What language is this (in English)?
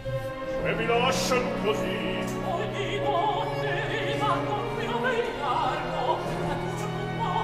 Italian